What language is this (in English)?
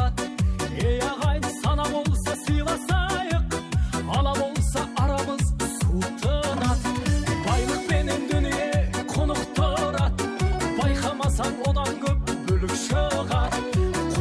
Kara-Kalpak